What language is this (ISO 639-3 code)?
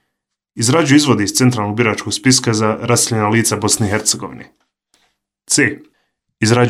bos